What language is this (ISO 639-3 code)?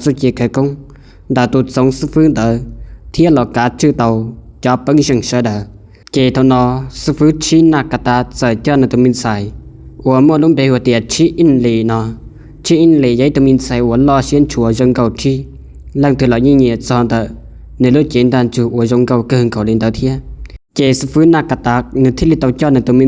hmn